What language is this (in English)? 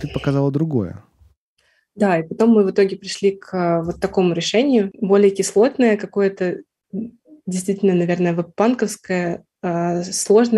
Russian